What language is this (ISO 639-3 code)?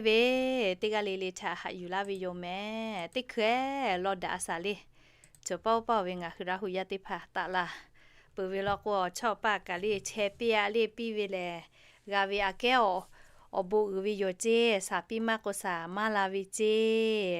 lhu